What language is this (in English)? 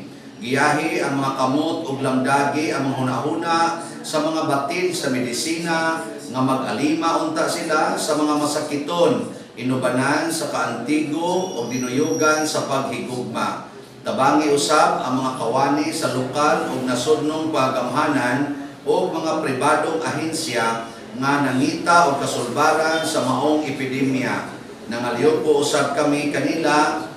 Cebuano